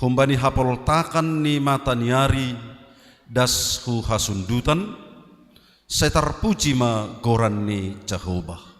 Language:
Batak Simalungun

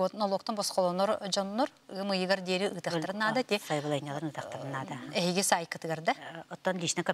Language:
Yakut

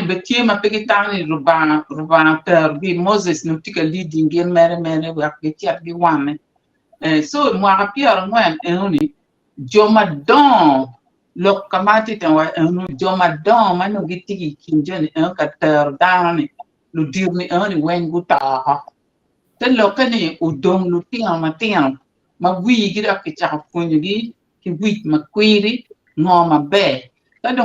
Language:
Acoli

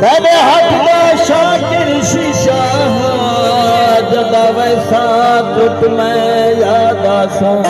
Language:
Saraiki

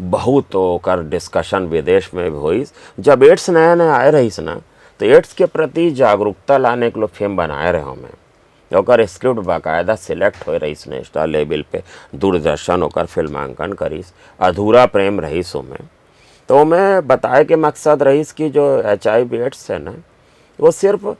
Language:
Chhattisgarhi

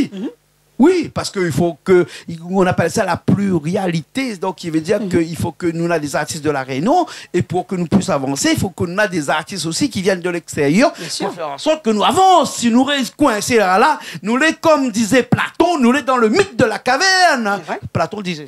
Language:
Réunion Creole French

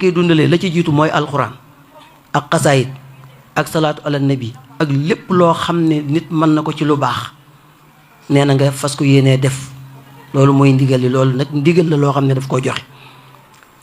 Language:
Wolof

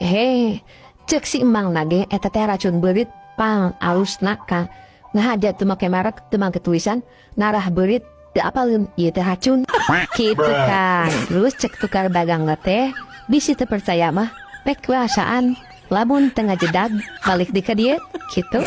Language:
Sundanese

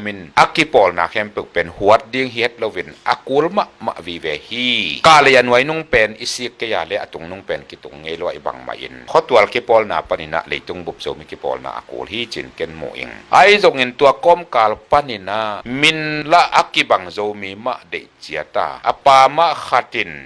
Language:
Tedim Chin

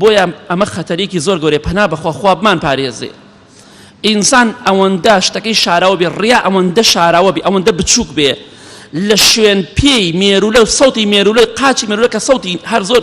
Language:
Central Kurdish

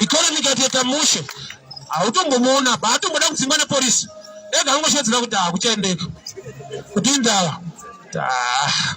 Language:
Shona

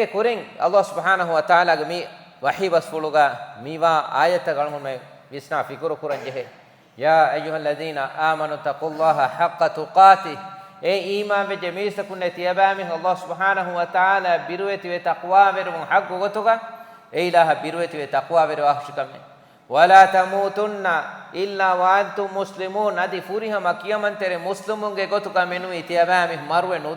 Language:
Divehi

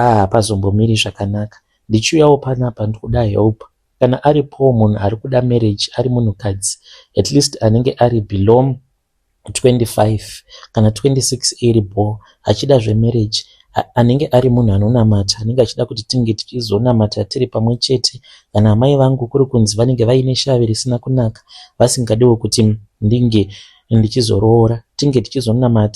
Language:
Shona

